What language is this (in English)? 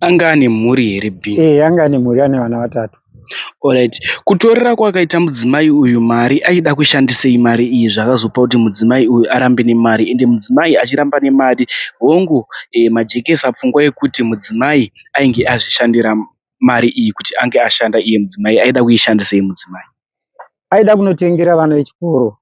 Shona